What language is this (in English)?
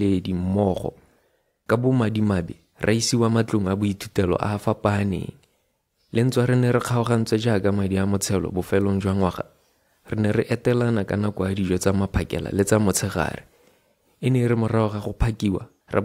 Tswana